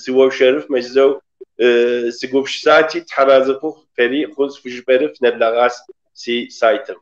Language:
Kabardian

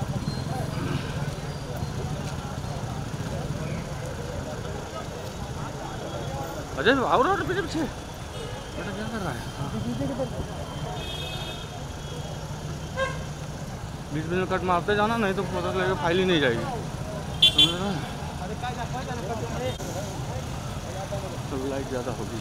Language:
Hindi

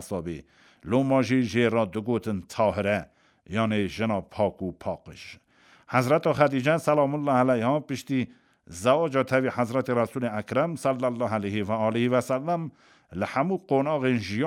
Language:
Kurdish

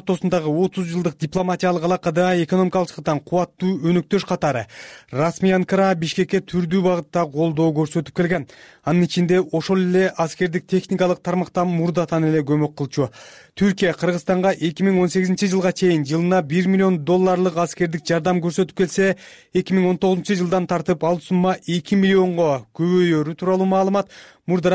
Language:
Kyrgyz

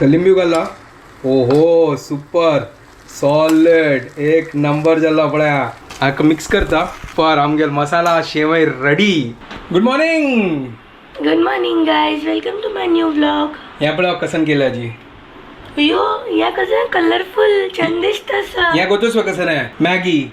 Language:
Konkani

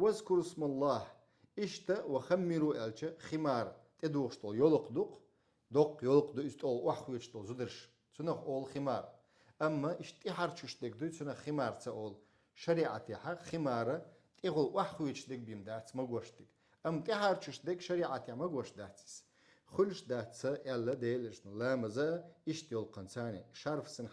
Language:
Chechen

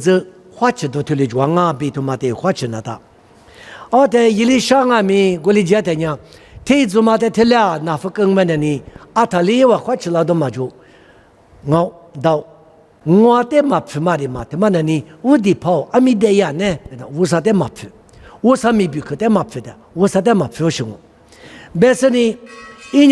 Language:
Lisu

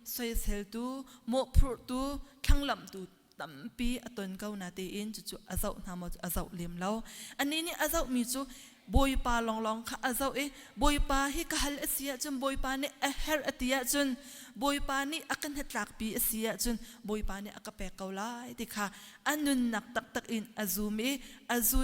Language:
Hakha Chin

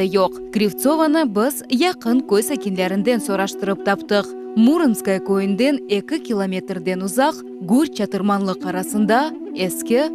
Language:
Crimean Tatar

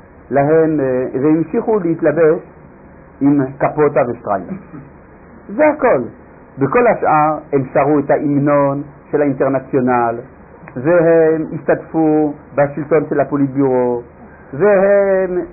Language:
Hebrew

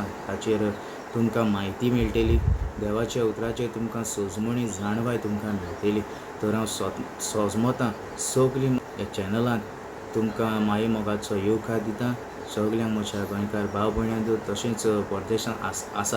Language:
Konkani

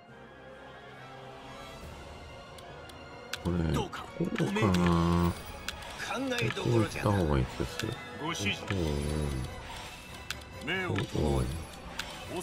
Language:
Japanese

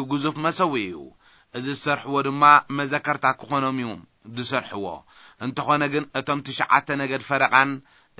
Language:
Tigrinya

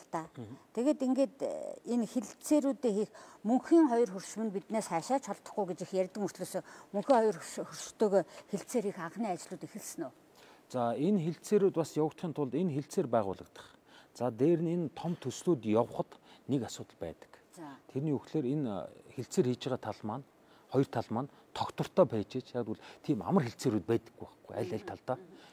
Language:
Mongolian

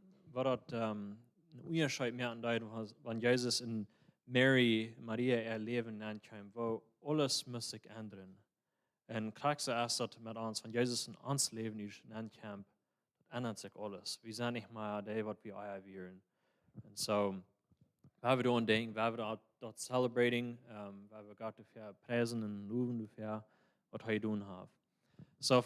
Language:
Plautdietsch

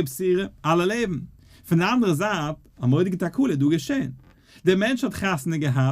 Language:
Yiddish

